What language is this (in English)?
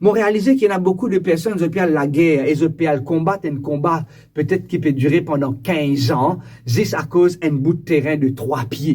Morisyen